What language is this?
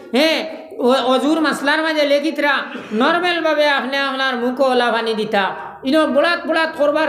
Sylheti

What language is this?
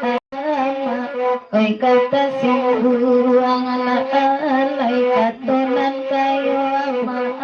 Minangkabau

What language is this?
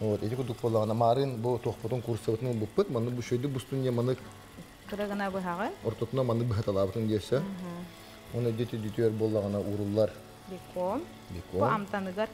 Yakut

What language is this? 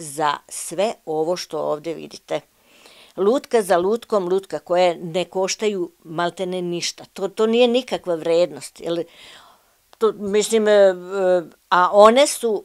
Serbian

